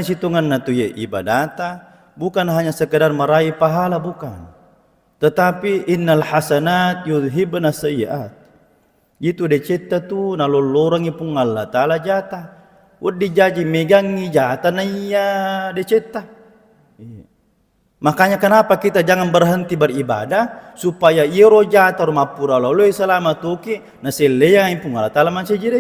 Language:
Buginese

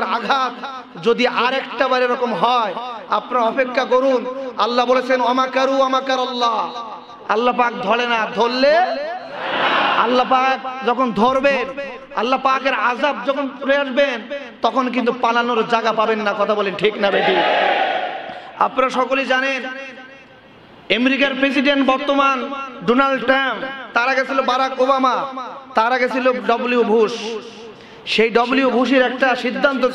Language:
Bangla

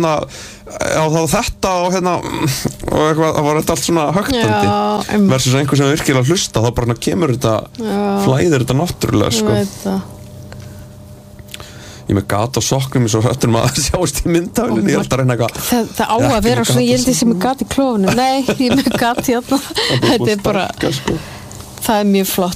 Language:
Icelandic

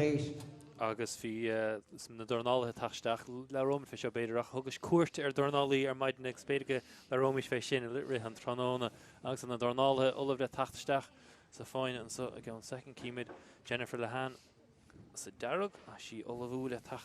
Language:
Irish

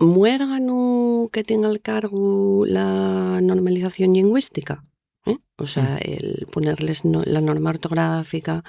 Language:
Asturian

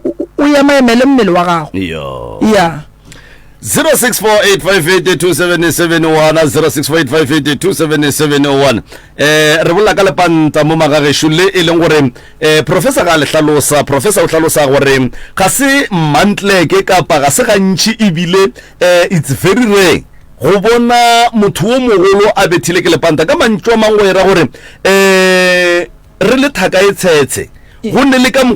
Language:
Northern Sotho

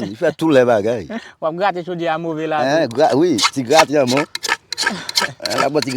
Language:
Haitian Creole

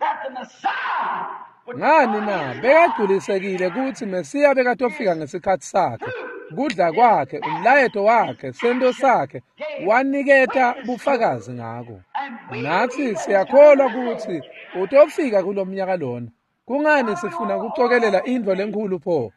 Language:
Swati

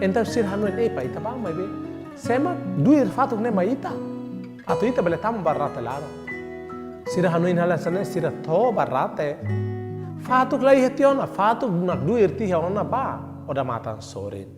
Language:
Tetum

